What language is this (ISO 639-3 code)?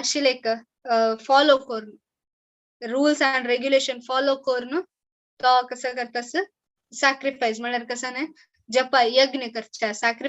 kok